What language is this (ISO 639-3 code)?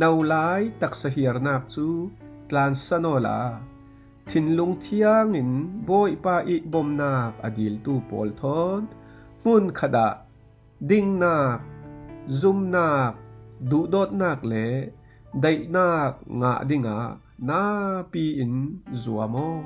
cfm